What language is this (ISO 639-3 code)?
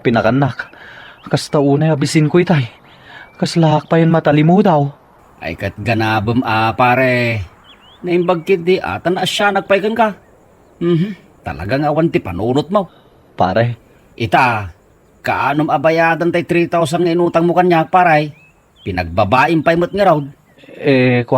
ilo